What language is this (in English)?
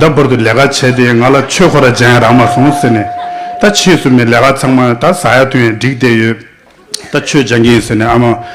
Tibetan